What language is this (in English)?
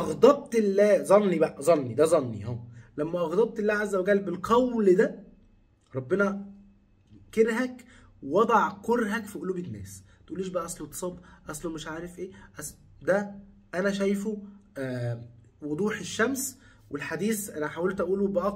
Egyptian Arabic